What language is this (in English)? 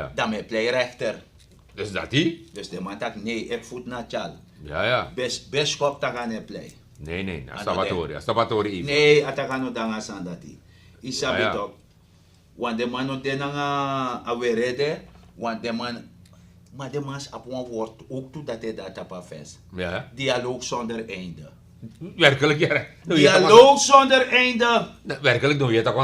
Sranan Tongo